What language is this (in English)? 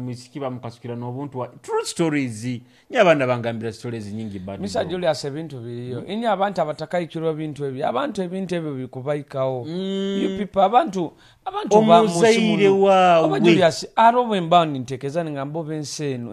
Nyoro